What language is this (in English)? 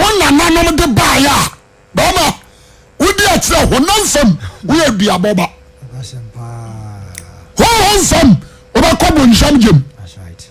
Akan